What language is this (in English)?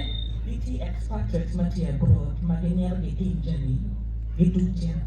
Acoli